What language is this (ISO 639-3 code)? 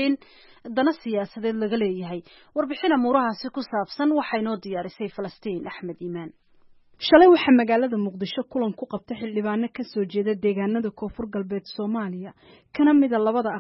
som